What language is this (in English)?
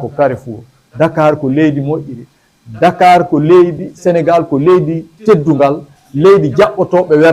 Fula